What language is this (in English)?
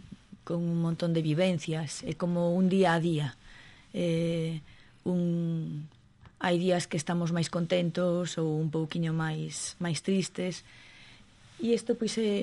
Galician